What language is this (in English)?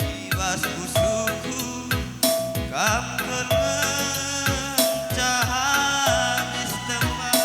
Batak Karo